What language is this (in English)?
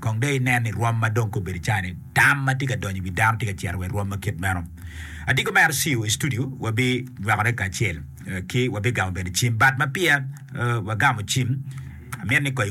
Acoli